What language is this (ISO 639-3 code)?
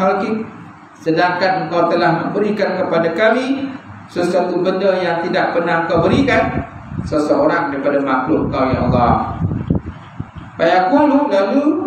msa